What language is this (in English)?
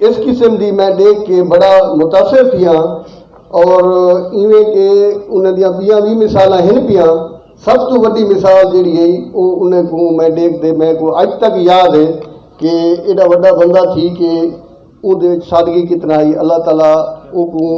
Saraiki